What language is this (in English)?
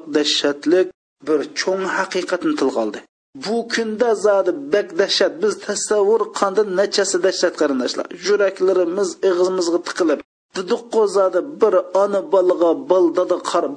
Uyghur